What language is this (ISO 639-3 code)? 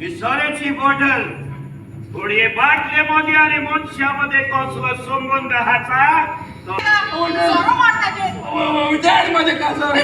kok